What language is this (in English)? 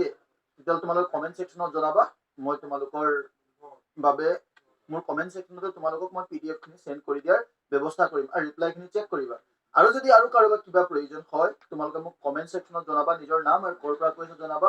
Assamese